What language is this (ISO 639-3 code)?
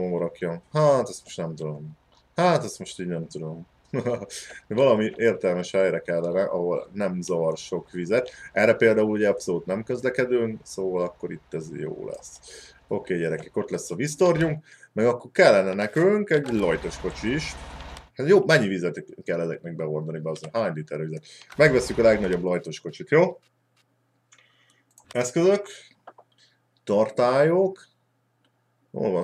hun